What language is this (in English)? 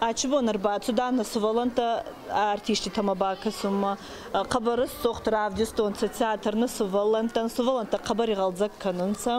Ossetic